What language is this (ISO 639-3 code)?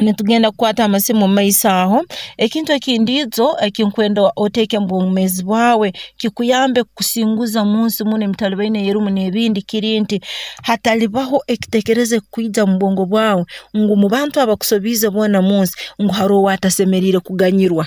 nyo